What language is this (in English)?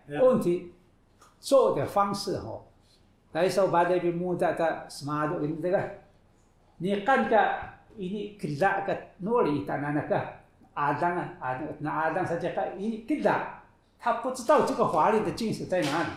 Taroko